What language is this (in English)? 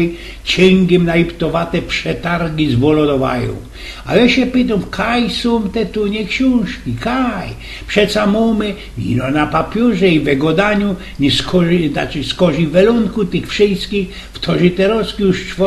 Silesian